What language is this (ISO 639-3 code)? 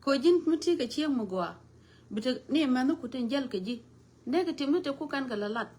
nus